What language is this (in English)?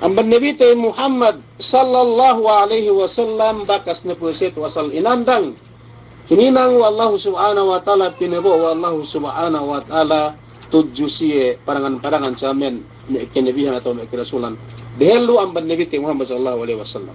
Yakan